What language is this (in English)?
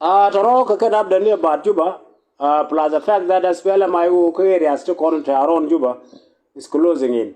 Nuer